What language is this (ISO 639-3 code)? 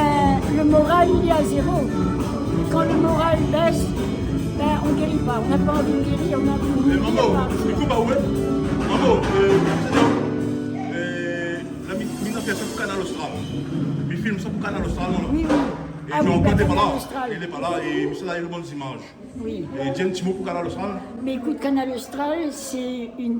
rcf